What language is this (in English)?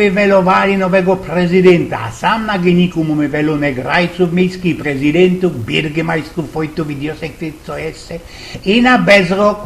Silesian